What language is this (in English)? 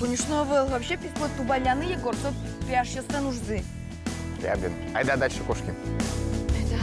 Udmurt